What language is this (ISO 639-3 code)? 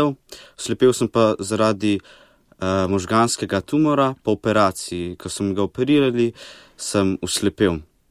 slv